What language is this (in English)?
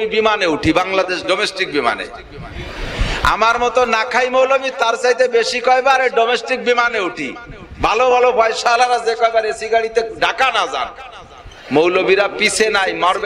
Bangla